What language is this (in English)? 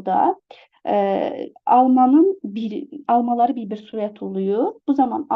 Azerbaijani